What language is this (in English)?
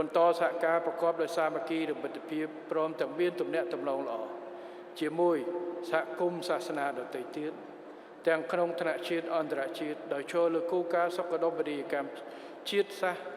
Khmer